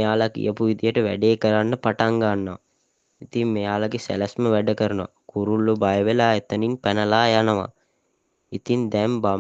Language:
Sinhala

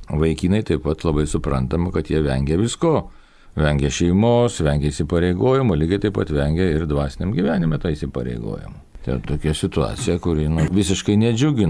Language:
Lithuanian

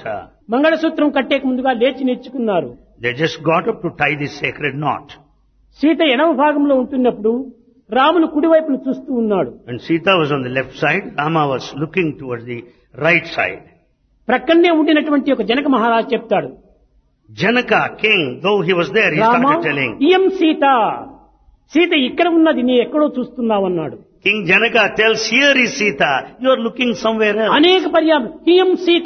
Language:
Telugu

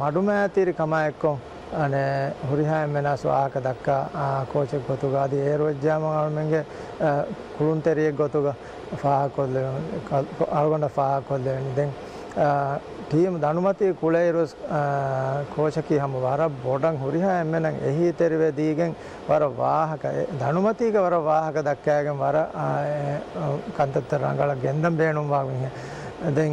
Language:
Divehi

